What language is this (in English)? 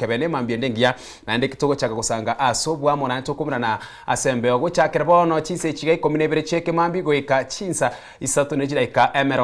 Gusii